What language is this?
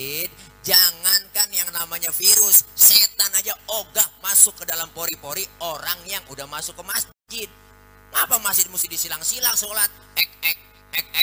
Betawi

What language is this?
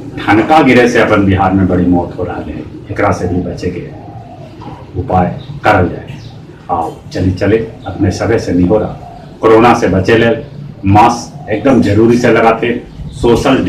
Magahi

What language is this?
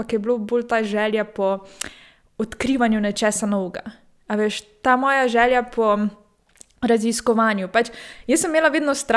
Slovenian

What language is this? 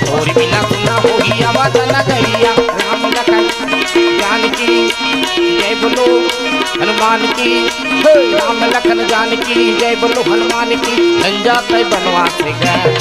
Chhattisgarhi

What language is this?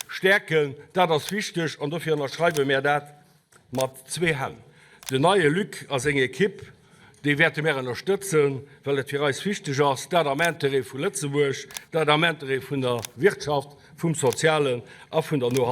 Luxembourgish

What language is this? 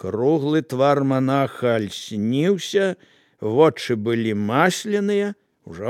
Belarusian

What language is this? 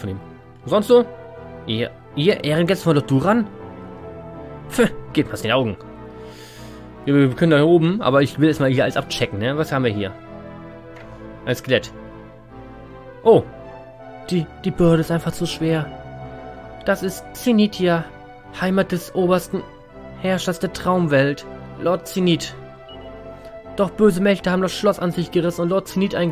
German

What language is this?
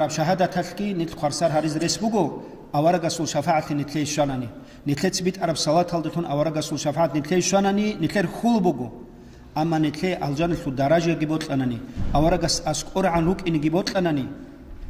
Avaric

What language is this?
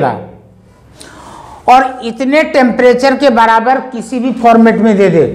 Hindi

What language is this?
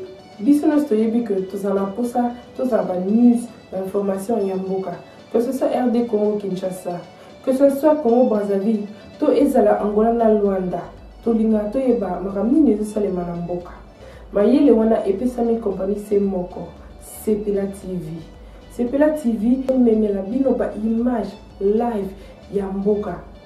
Lingala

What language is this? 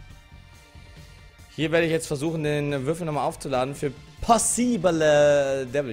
German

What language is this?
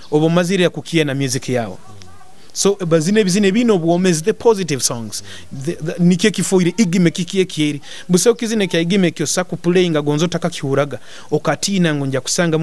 Nyoro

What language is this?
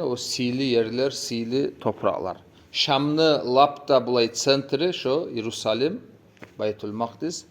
Kumyk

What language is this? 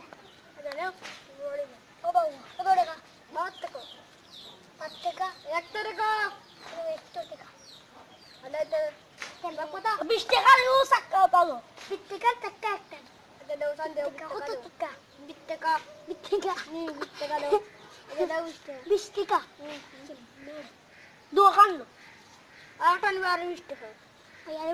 Sylheti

